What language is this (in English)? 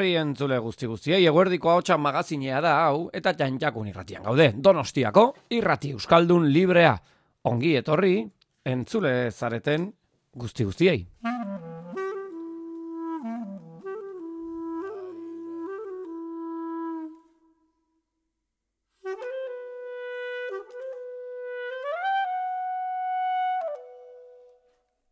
Basque